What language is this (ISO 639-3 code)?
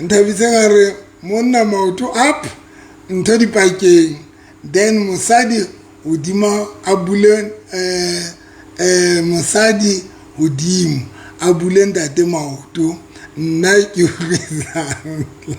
sot